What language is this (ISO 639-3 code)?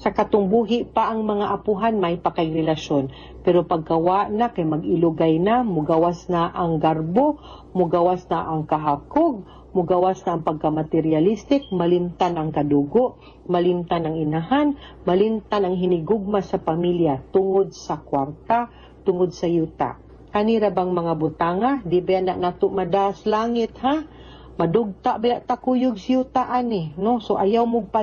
ceb